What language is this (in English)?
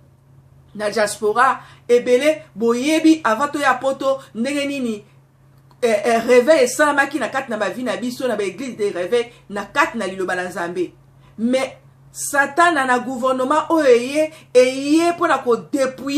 Lingala